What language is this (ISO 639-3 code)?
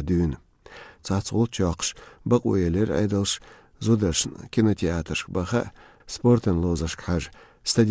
che